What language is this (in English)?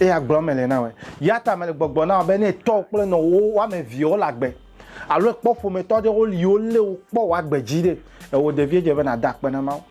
Ewe